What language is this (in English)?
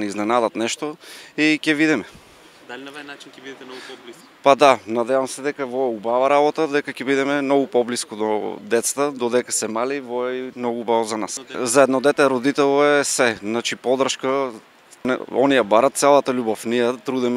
Macedonian